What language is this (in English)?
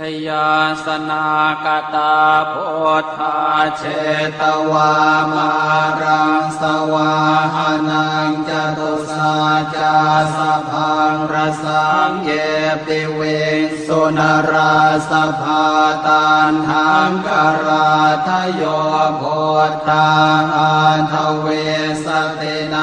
Pali